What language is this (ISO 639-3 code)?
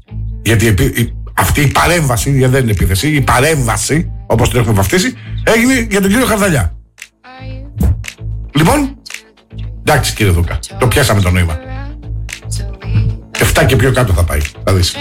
ell